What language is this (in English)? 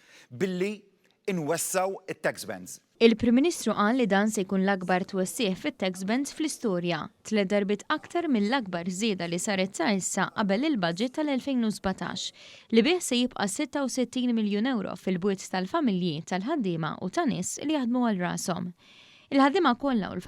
Maltese